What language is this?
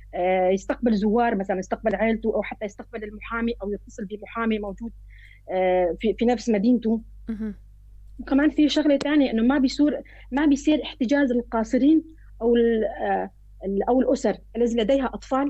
North Levantine Arabic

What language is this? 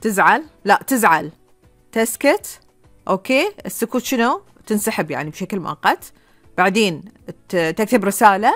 Gulf Arabic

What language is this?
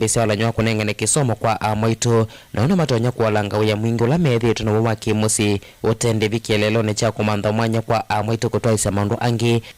Kamba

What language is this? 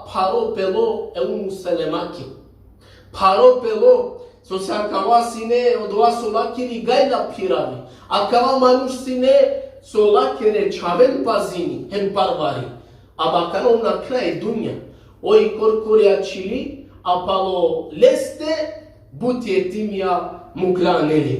Balkan Romani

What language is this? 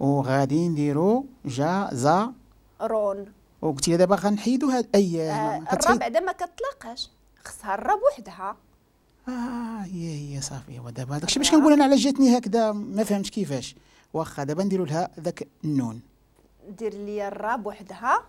Moroccan Arabic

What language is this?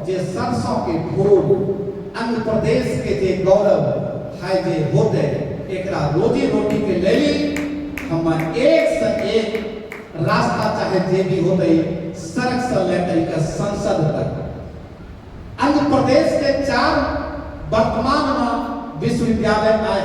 Angika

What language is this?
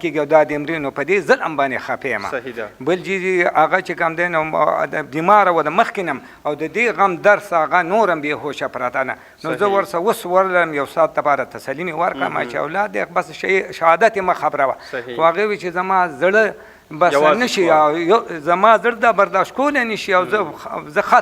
Pashto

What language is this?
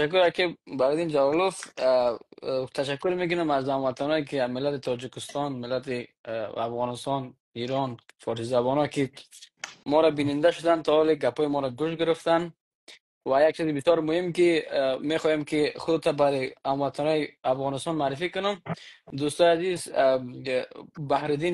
Persian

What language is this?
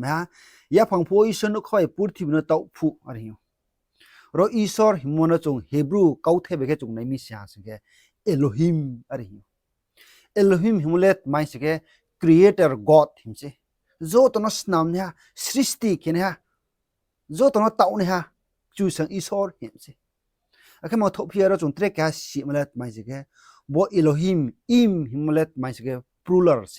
Riang (India)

